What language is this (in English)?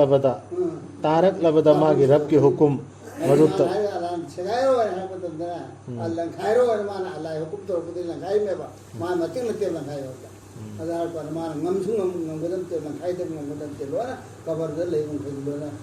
Manipuri